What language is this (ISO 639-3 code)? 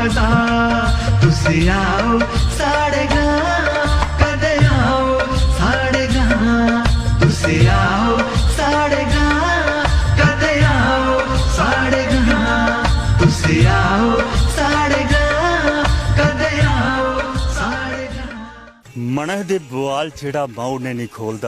doi